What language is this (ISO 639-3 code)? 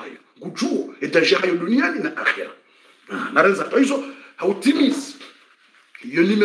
swa